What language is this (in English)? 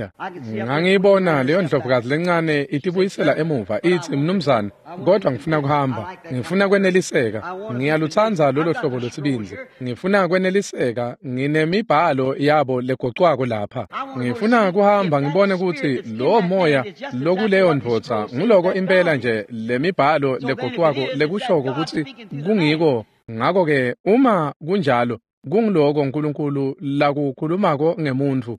Swati